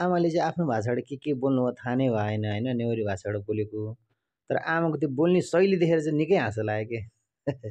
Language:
Nepali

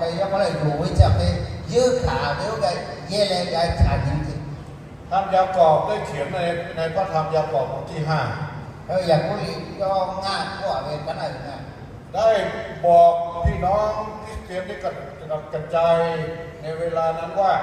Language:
Lahu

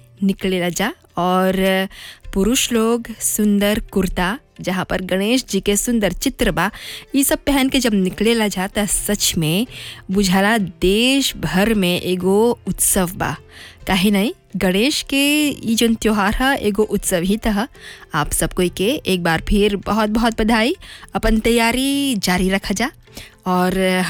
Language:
Bhojpuri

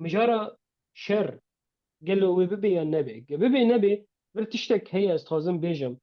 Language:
Kurdish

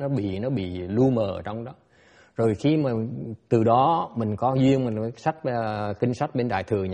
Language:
Vietnamese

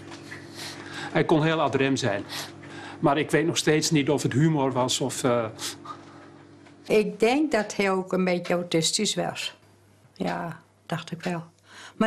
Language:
Dutch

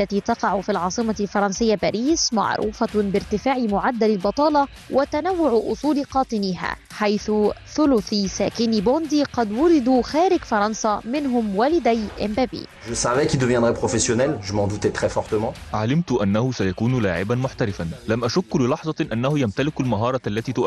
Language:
Egyptian Arabic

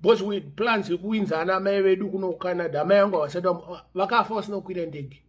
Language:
Shona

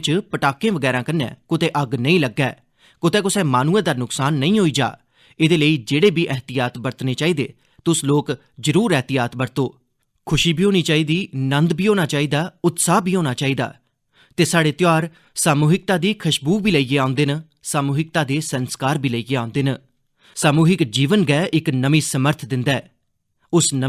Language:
Dogri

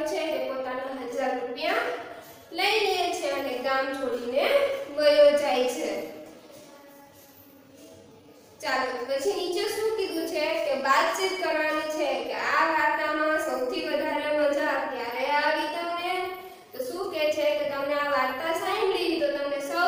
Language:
Gujarati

